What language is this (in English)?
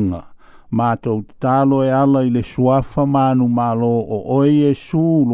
Samoan